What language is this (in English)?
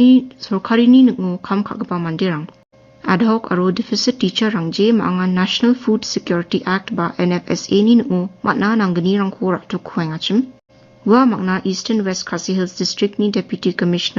Garo